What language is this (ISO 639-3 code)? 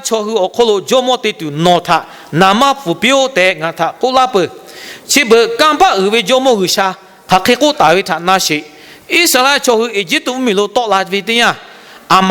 lhu